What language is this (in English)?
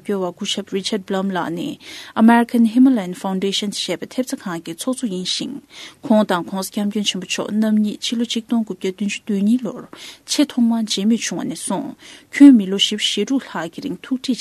Tibetan